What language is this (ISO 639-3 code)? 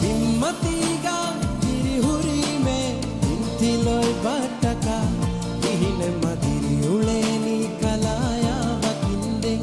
div